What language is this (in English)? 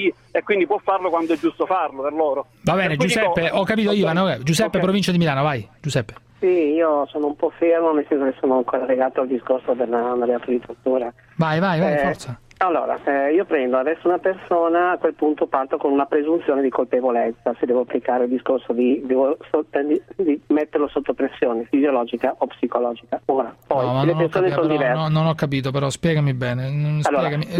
Italian